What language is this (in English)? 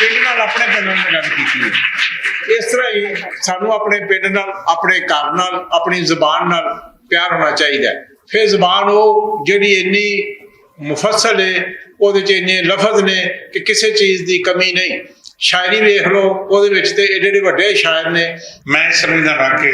Western Panjabi